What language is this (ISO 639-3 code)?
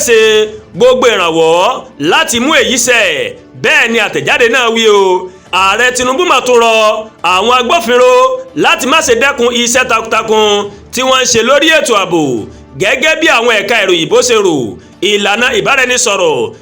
yor